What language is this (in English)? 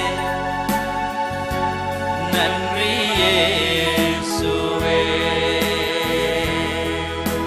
Tamil